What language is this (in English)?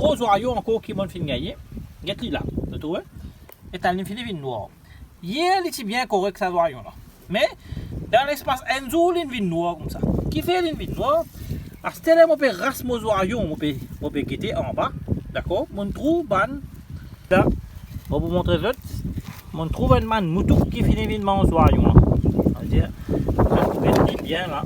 Morisyen